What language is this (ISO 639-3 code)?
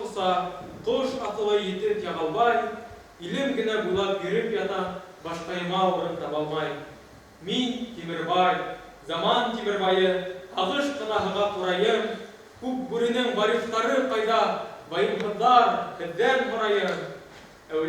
bak